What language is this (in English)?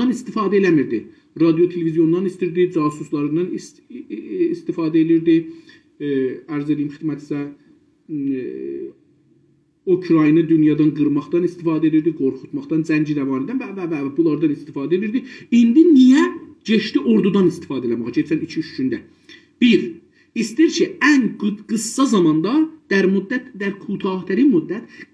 South Azerbaijani